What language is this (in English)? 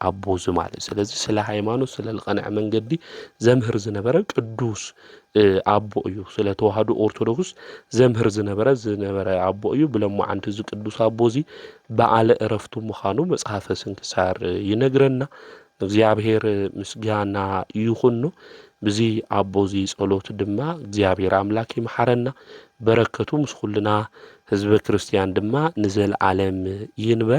Tigrinya